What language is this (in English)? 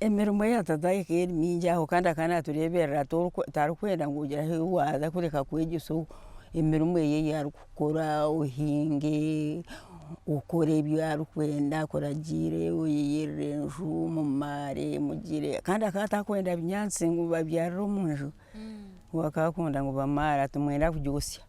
Nyankole